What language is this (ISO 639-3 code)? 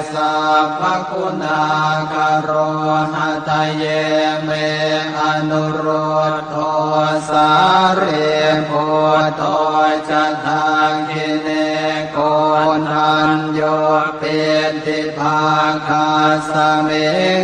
pli